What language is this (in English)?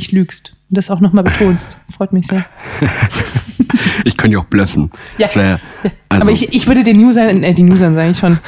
German